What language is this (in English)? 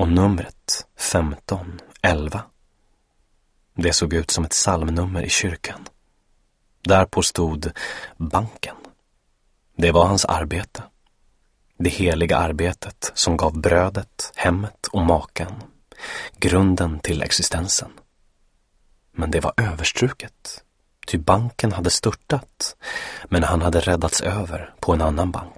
Swedish